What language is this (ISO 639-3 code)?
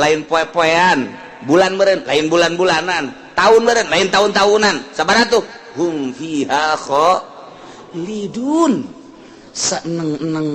sun